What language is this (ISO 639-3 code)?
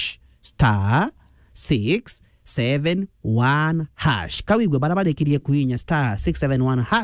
mer